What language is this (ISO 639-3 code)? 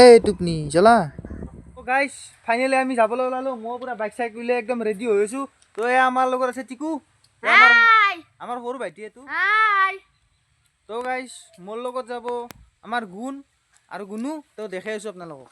asm